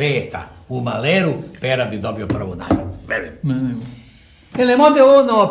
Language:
Serbian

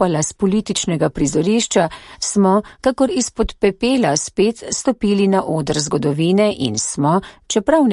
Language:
Slovenian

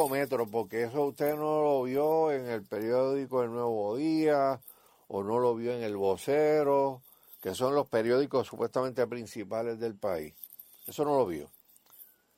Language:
Spanish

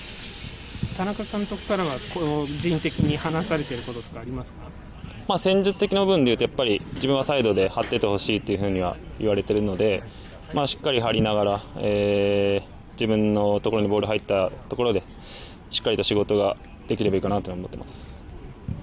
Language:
Japanese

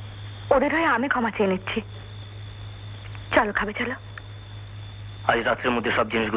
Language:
Bangla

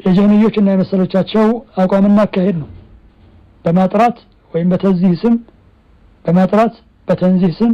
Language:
Amharic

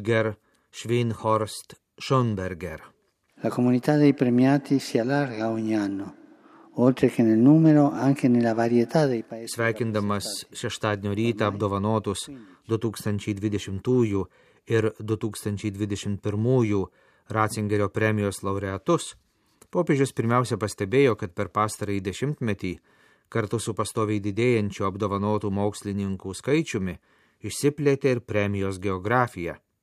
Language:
Lithuanian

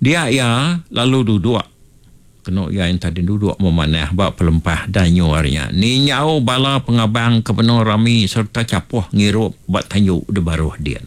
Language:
Iban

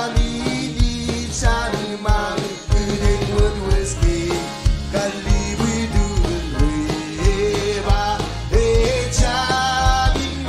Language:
Marshallese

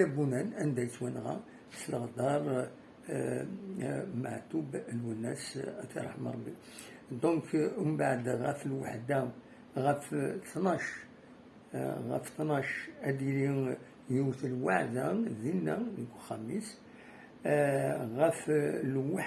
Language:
Kabyle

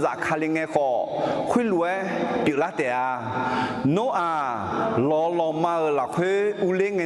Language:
Akha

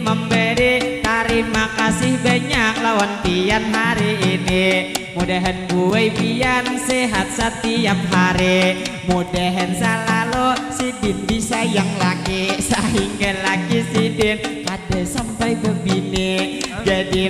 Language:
Banjar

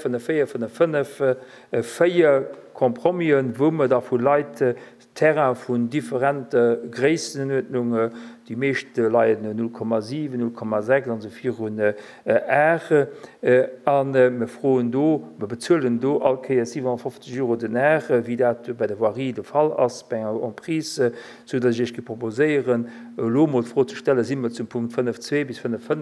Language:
Luxembourgish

